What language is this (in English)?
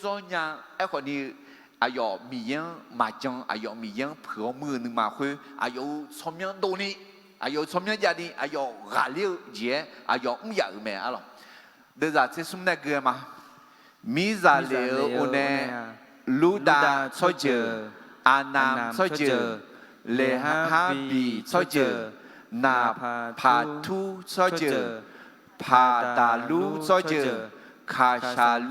Akha